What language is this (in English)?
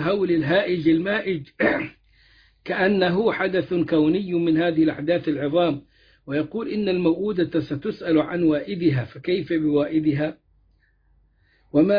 Arabic